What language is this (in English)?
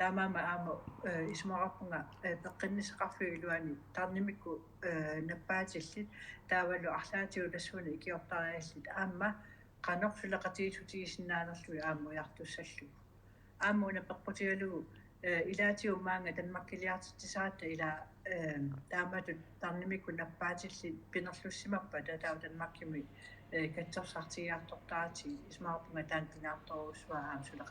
Kalaallisut